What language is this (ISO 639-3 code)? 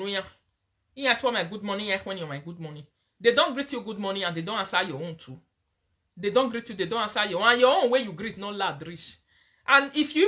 pcm